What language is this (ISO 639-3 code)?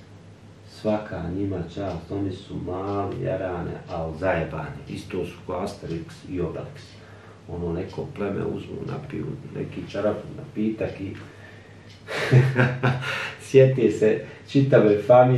bos